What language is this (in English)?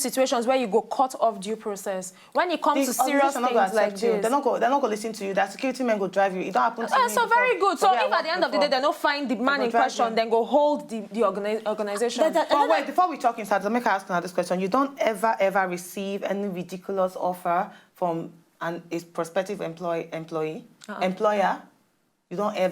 Nigerian Pidgin